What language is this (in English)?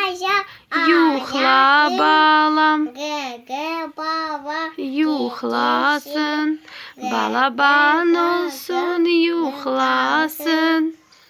Crimean Tatar